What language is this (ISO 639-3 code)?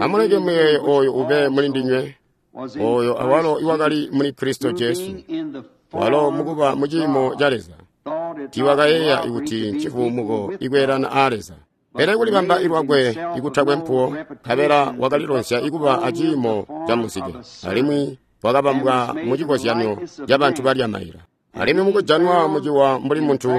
toi